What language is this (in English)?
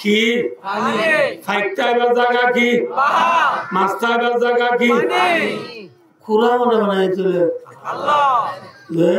Rohingya